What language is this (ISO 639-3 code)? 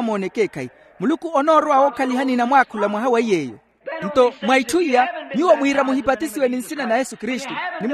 vmw